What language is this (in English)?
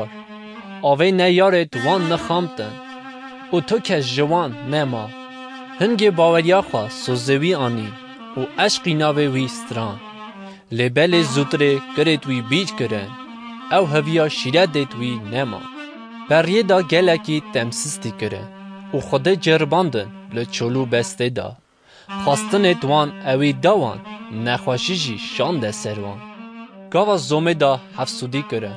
Kurdish